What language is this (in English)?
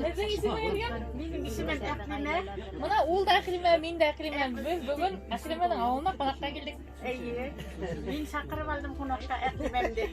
Bashkir